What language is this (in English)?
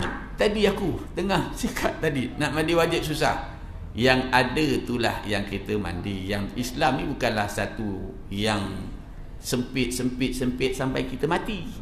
Malay